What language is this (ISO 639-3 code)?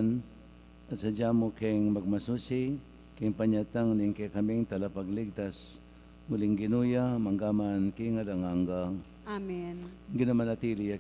pam